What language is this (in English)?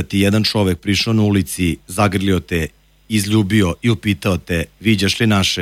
Serbian